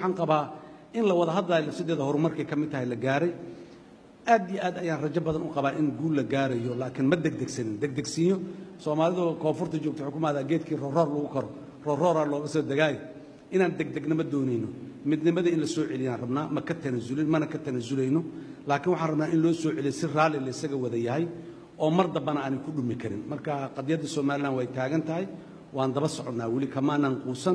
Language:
Somali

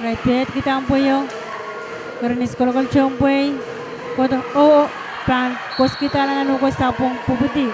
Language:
Pohnpeian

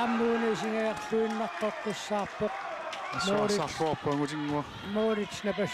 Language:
Kalaallisut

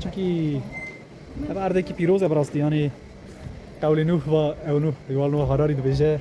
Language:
Kurdish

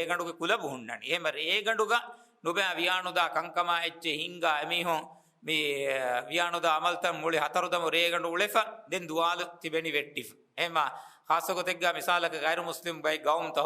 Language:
Divehi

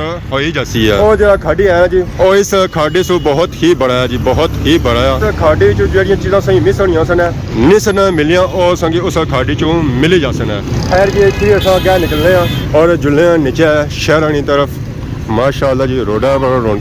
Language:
Pahari-Potwari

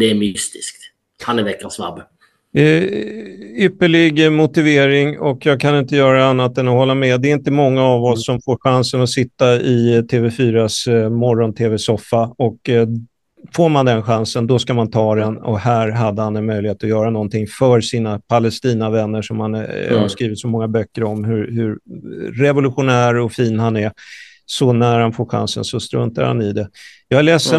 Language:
Swedish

